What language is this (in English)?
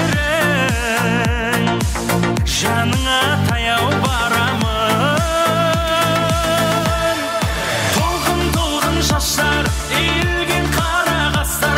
Kara-Kalpak